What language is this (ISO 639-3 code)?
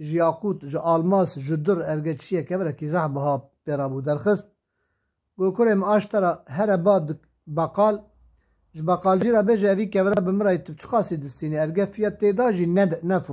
kur